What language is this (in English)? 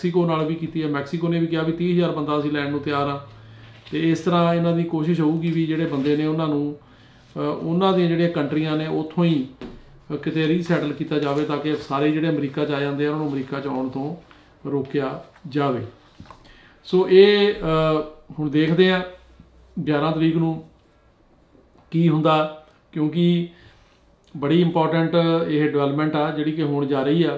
Punjabi